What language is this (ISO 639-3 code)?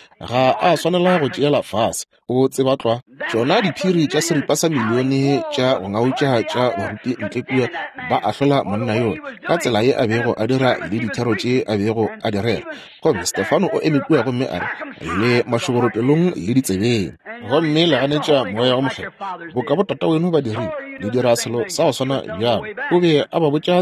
nso